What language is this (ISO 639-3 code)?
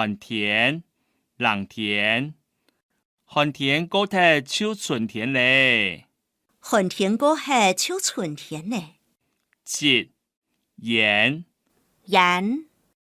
hak